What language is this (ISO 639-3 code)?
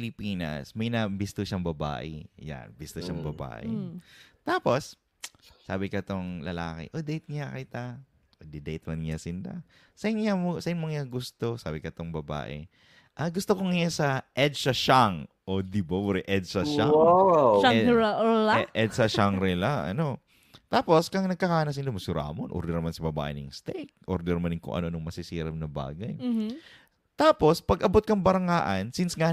bik